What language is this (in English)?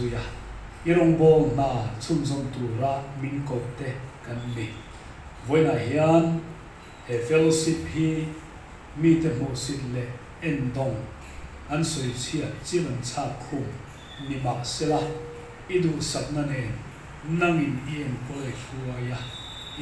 Mizo